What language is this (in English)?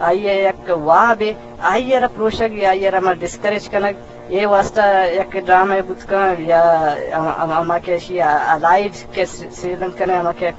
Eastern Balochi